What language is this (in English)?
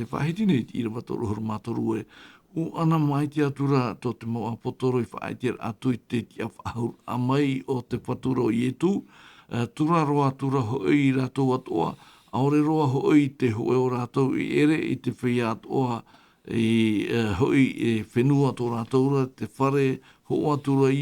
Tahitian